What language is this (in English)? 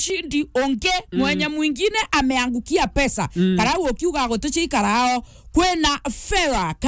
Meru